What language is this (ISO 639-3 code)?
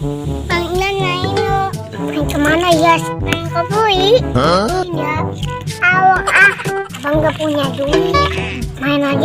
bew